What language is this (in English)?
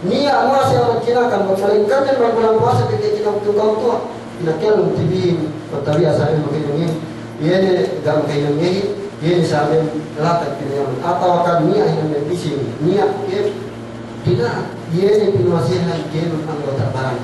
Yakan